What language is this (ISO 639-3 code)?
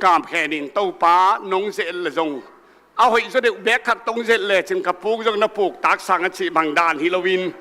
ctd